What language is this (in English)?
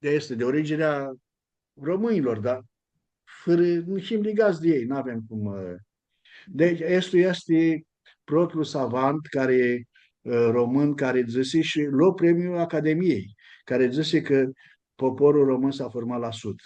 Aromanian